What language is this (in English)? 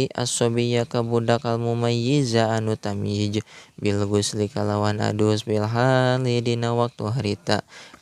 Sundanese